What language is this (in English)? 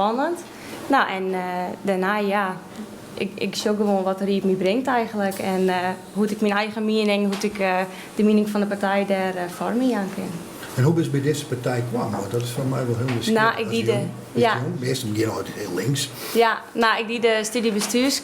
Western Frisian